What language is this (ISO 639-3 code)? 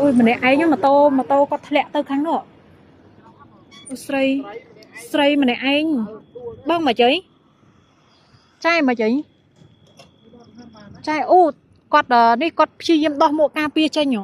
khm